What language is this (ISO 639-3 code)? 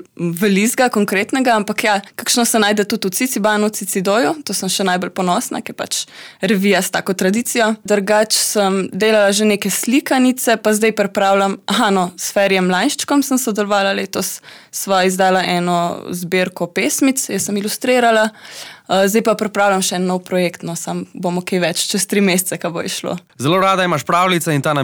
slv